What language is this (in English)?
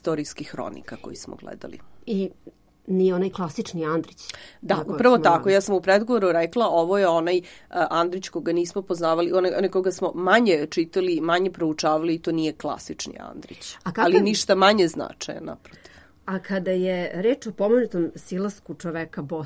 Serbian